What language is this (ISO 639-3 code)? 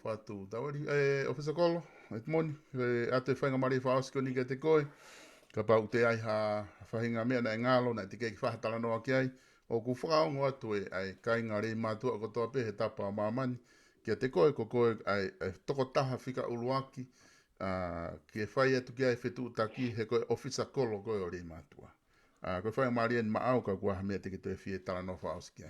ton